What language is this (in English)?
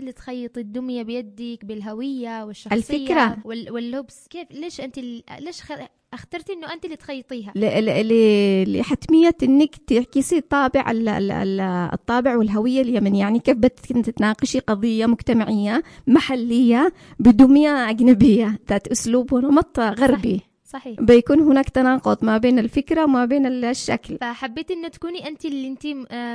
Arabic